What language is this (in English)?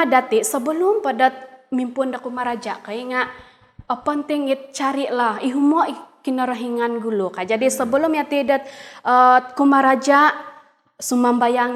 Central Dusun